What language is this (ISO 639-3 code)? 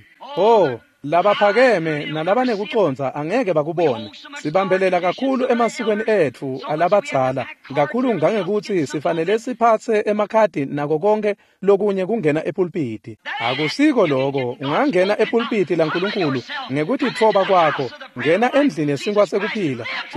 ssw